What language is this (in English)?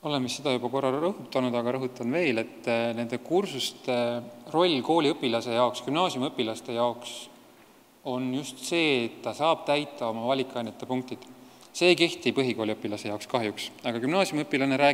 Estonian